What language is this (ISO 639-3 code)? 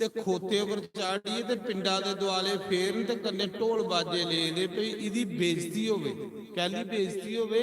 doi